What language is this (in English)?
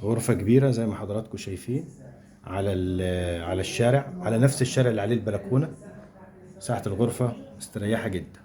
Egyptian Arabic